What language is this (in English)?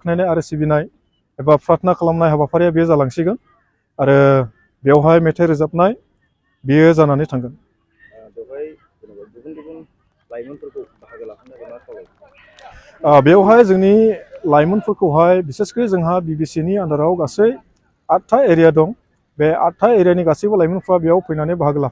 Bodo